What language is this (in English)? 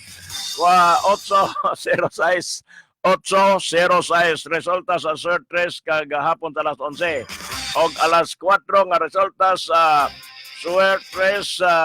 Cebuano